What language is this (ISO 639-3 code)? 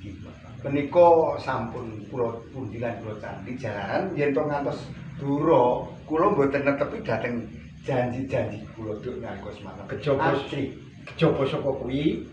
jav